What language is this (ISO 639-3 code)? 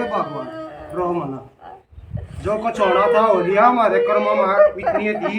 bgc